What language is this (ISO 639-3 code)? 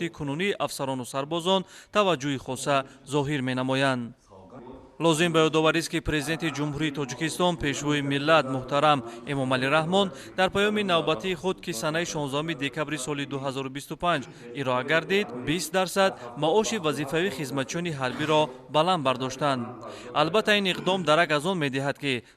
tgk